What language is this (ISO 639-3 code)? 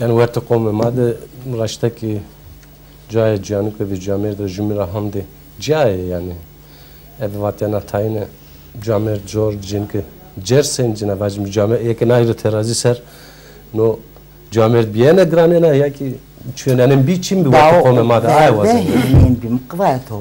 zza